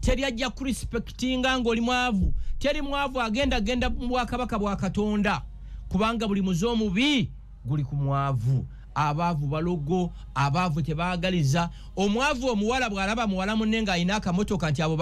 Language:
Ganda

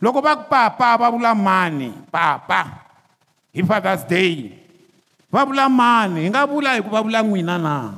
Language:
Tsonga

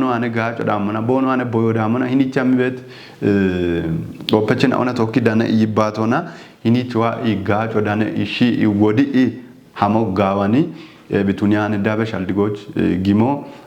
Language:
Kafa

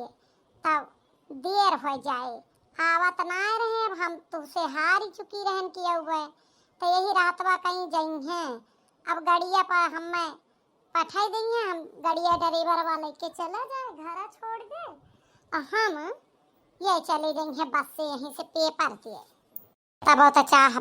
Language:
Awadhi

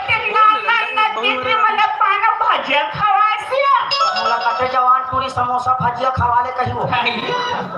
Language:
Chhattisgarhi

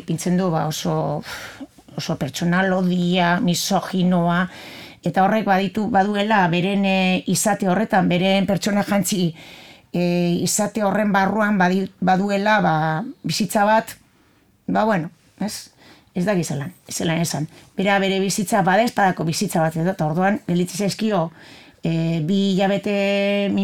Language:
Basque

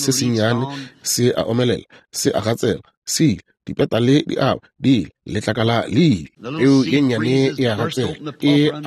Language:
Northern Sotho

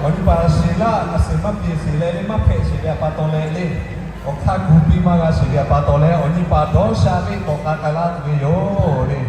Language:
Lahu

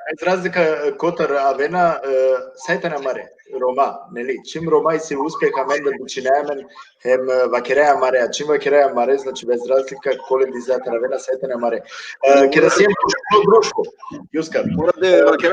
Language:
Balkan Romani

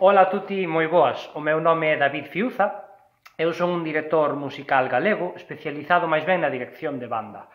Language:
Galician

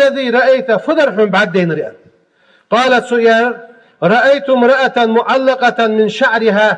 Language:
Ingush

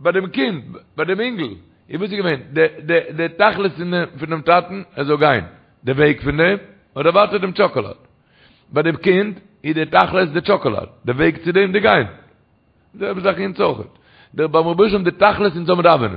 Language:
Yiddish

